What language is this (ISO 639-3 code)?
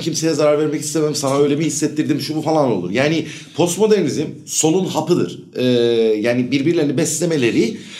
tur